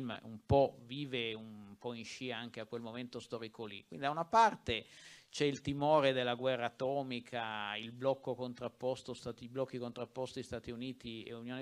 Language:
Italian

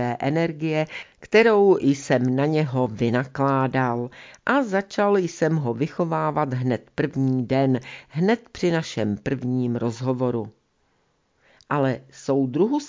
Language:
Czech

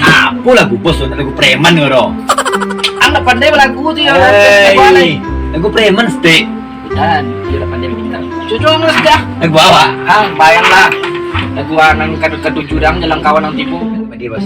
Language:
Minangkabau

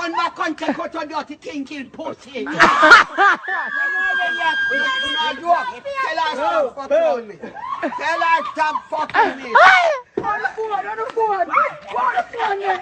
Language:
Jamaican Creole English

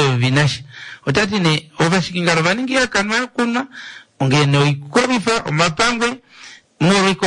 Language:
Kuanyama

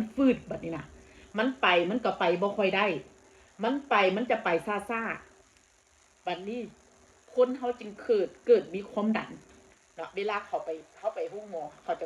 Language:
Northeastern Thai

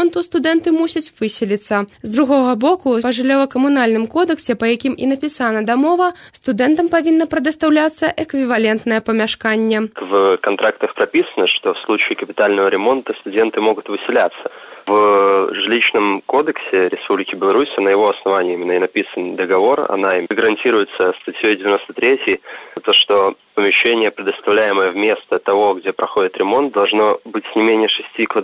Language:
Belarusian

